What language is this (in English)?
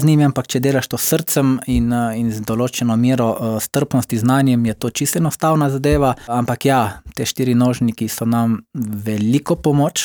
Slovenian